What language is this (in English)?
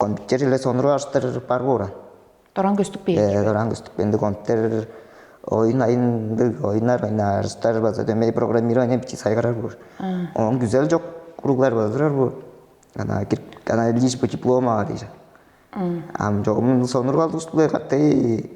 Tuvinian